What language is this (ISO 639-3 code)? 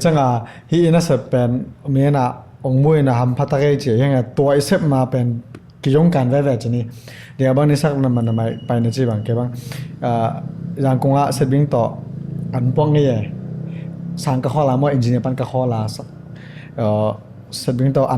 ctd